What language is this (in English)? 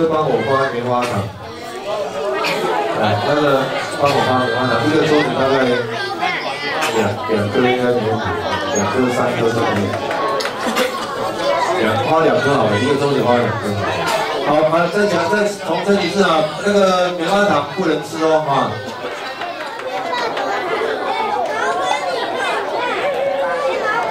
Chinese